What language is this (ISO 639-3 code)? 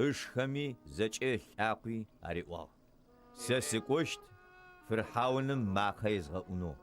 ady